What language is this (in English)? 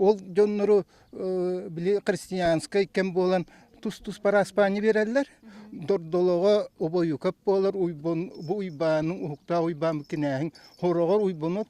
Yakut